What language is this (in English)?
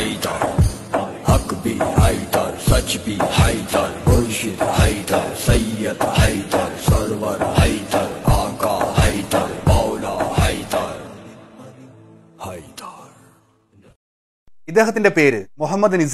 Malayalam